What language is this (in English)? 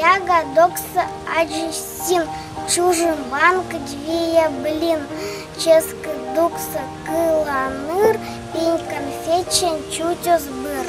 Komi-Permyak